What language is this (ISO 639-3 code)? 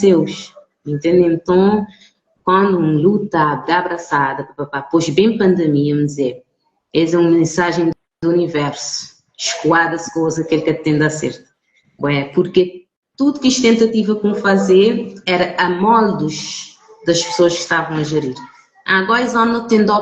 kea